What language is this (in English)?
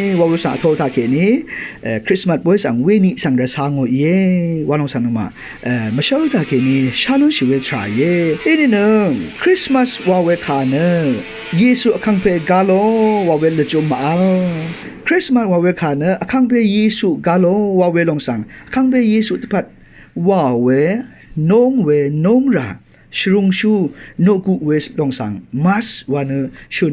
Rawang